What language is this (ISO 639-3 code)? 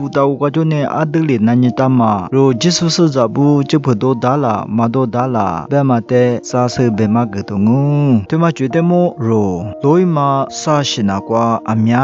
lis